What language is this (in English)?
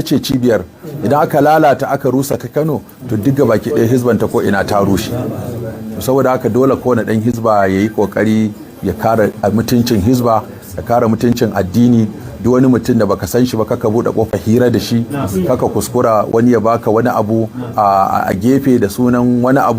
Hausa